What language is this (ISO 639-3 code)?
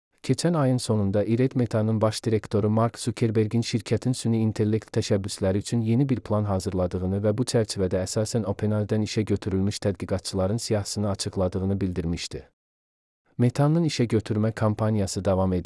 aze